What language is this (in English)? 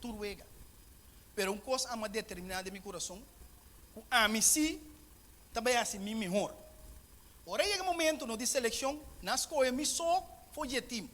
Papiamento